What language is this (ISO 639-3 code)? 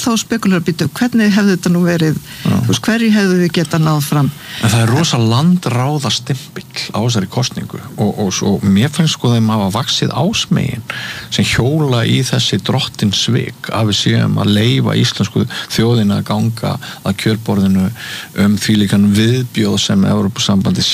isl